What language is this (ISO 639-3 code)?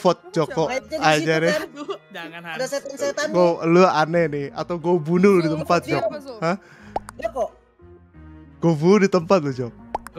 ind